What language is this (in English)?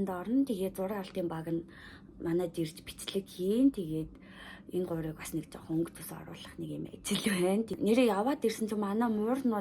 Mongolian